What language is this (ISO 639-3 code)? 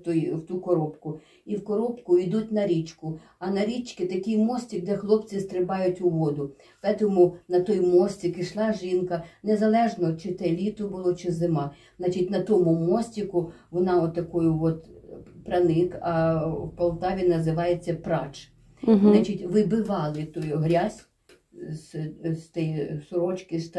ukr